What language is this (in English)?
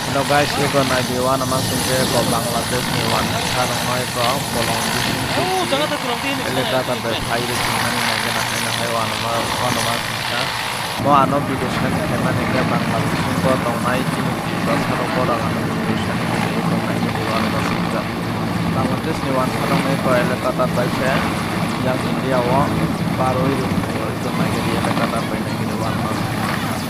Kok Borok